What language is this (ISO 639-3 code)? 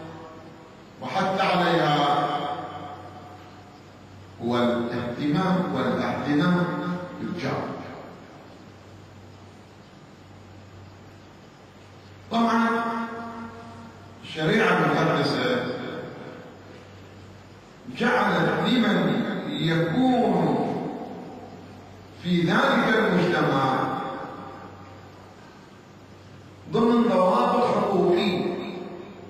ara